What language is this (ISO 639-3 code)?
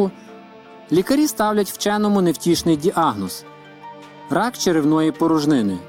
ukr